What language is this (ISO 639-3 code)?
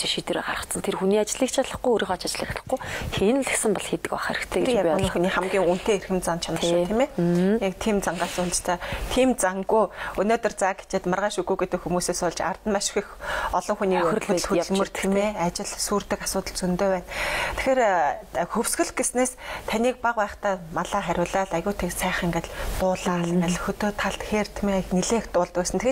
mon